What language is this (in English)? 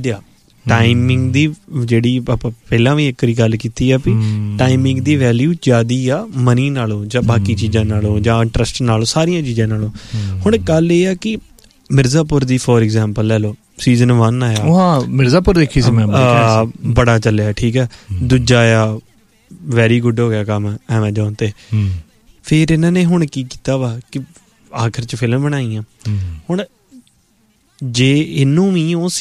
Punjabi